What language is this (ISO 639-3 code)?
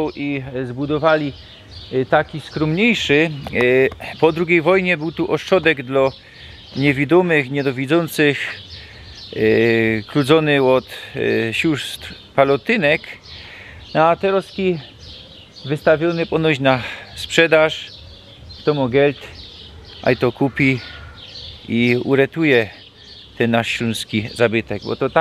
szl